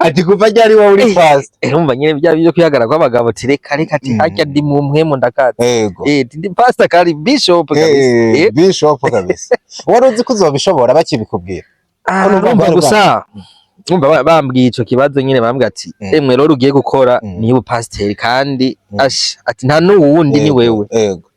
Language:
Rundi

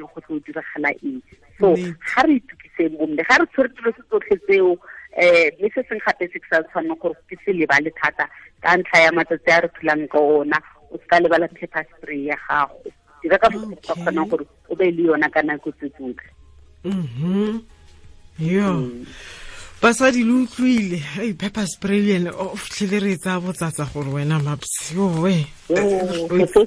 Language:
Tswana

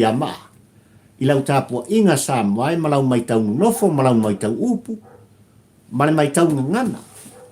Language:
Samoan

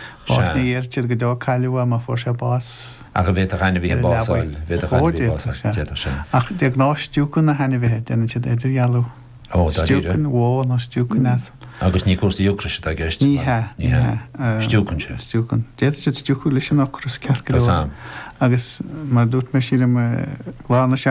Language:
Irish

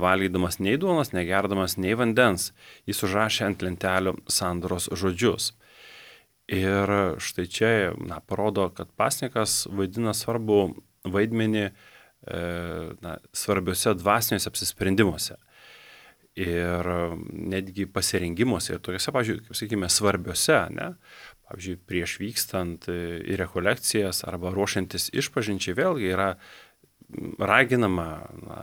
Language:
Lithuanian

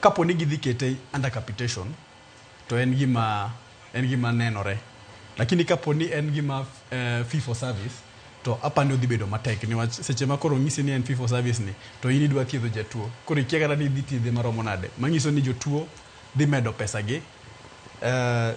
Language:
Luo (Kenya and Tanzania)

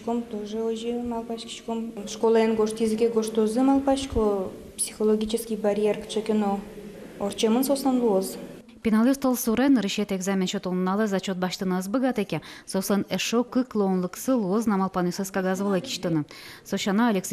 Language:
Udmurt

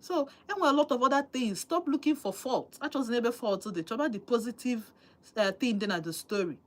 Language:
Igbo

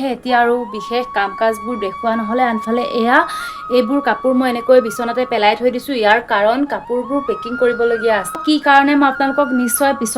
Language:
Assamese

